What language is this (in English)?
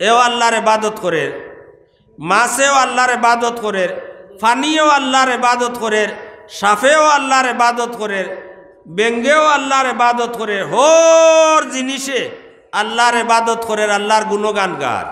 Sylheti